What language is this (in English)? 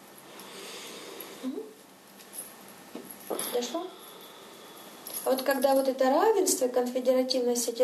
Russian